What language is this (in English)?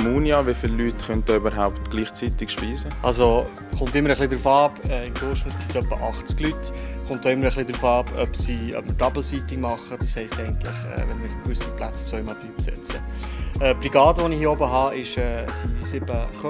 Swiss German